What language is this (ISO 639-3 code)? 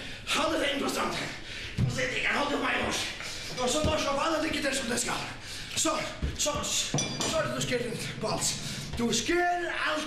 fao